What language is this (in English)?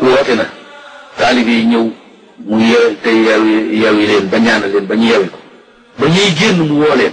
Wolof